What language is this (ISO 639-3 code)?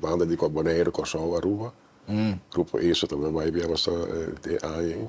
pap